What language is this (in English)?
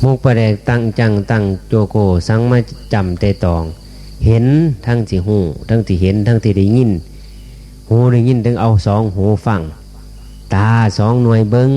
Northeastern Thai